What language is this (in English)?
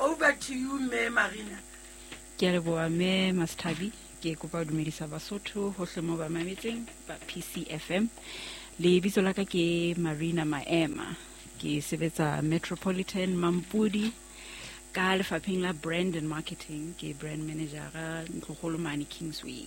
Southern Sotho